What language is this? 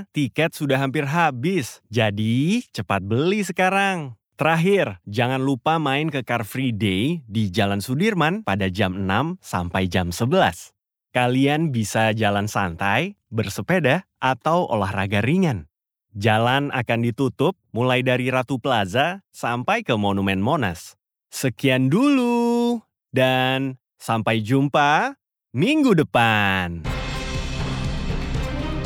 Indonesian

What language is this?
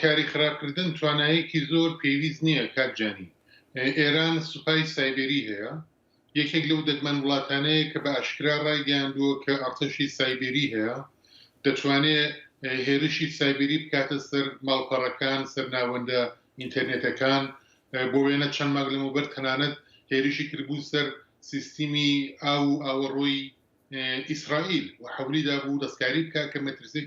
Central Kurdish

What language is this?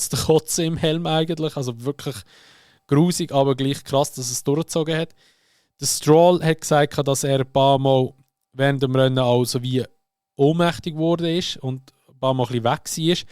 Swiss German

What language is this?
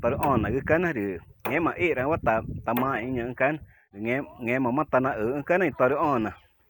Ticuna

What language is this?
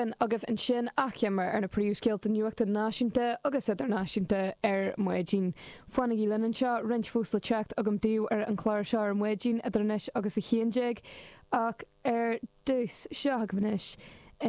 Irish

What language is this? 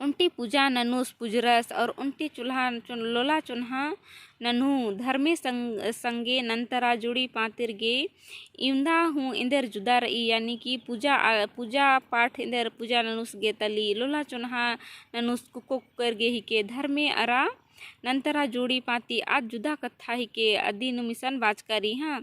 Kurukh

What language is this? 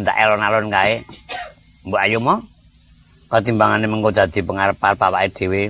Javanese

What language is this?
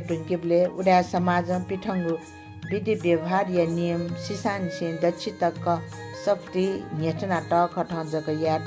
Newari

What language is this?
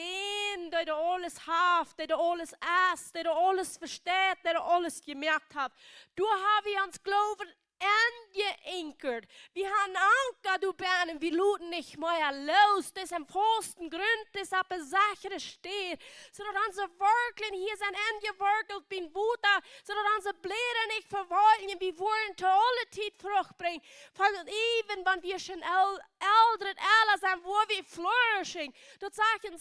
Plautdietsch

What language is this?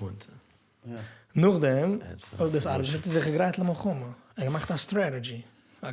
Yiddish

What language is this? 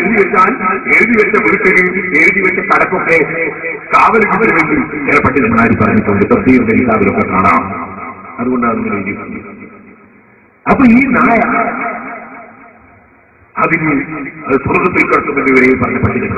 Malayalam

